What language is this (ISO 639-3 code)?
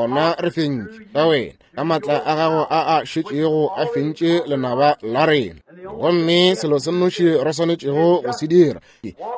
nso